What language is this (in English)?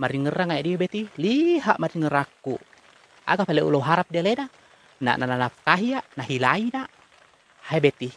Buginese